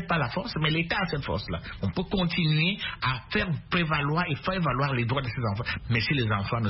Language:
French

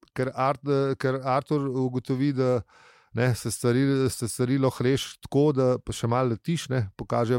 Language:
Slovenian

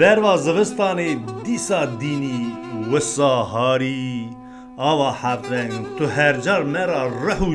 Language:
Kurdish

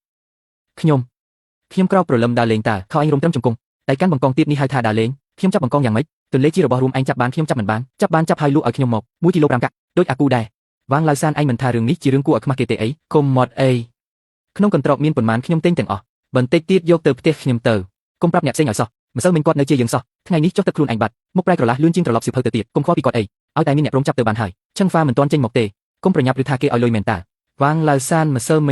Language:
Khmer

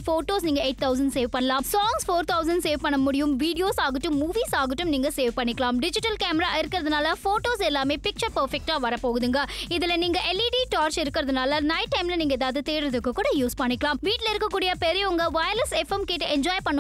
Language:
Tamil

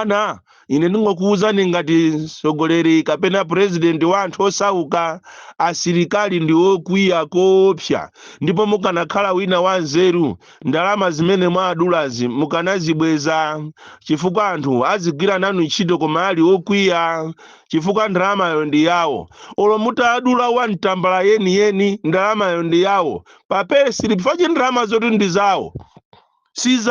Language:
Nyanja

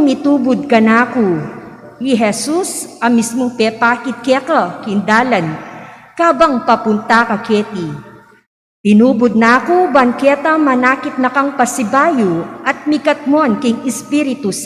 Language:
Pampanga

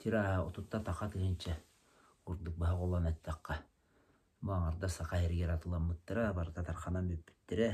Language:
Yakut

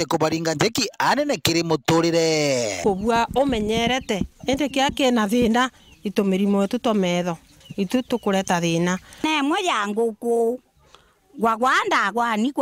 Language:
Meru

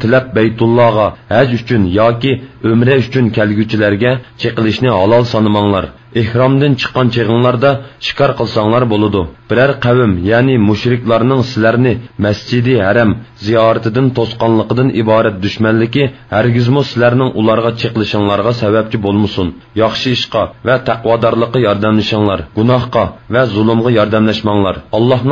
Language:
Uyghur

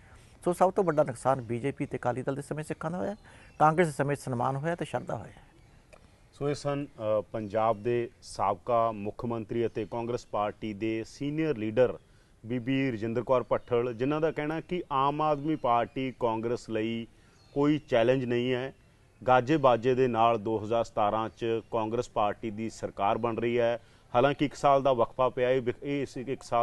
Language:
Punjabi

